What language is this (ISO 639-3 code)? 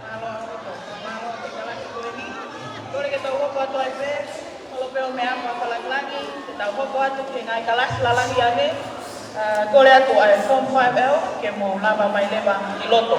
ton